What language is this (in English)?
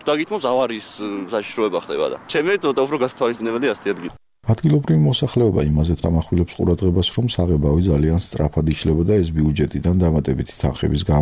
Georgian